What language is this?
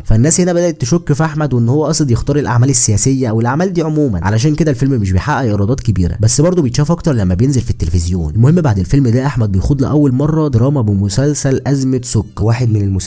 Egyptian Arabic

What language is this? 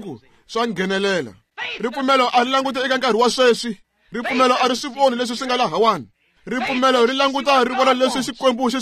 Tsonga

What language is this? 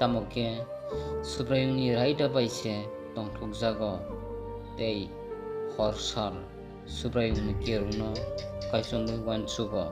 Kok Borok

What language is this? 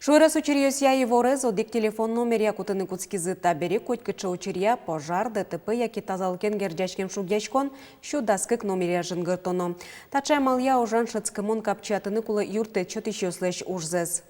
Udmurt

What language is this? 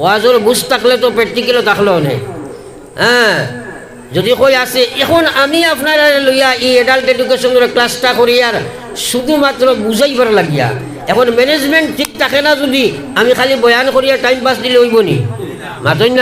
Sylheti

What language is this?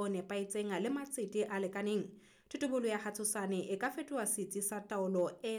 Southern Sotho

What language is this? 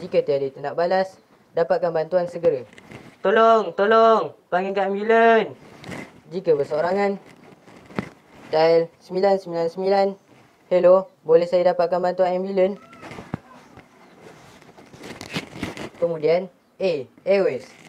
Malay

